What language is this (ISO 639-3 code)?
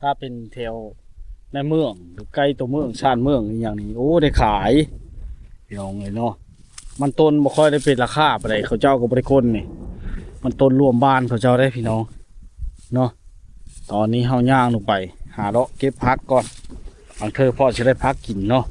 lao